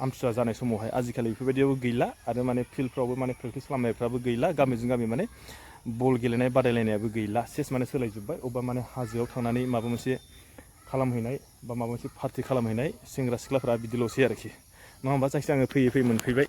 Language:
Bodo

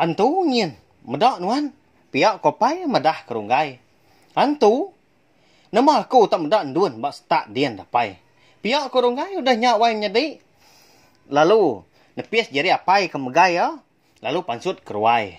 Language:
Iban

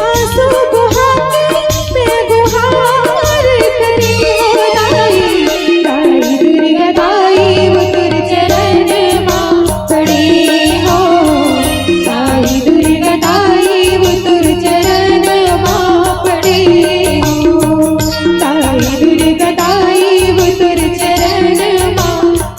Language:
Chhattisgarhi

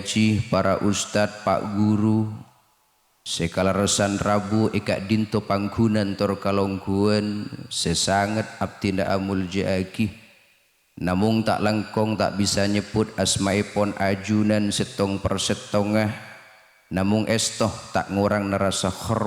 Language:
Madurese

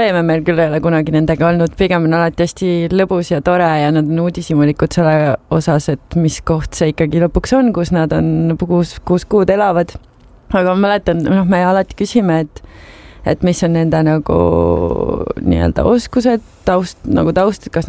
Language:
Estonian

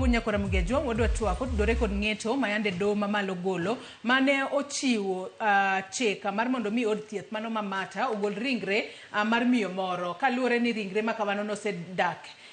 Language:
Luo (Kenya and Tanzania)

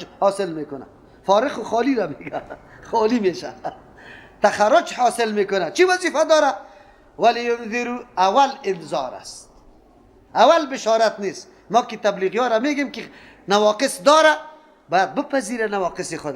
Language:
Persian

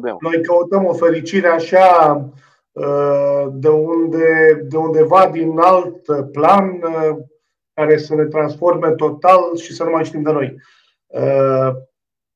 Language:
Romanian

